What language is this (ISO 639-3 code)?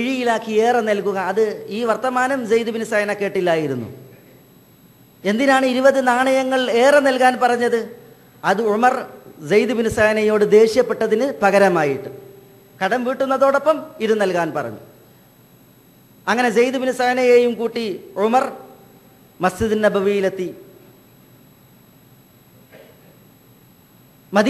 mal